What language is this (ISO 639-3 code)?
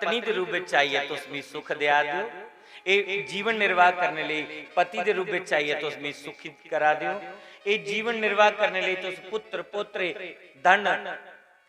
doi